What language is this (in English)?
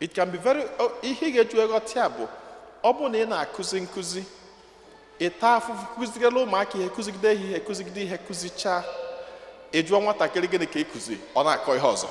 Igbo